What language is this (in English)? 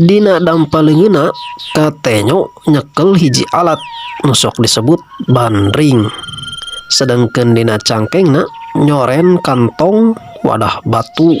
Sundanese